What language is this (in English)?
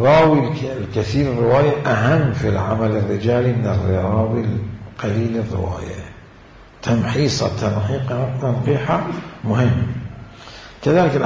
Mesopotamian Arabic